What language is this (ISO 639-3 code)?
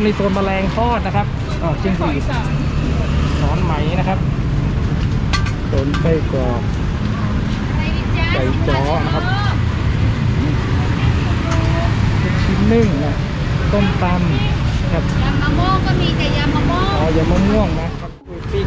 tha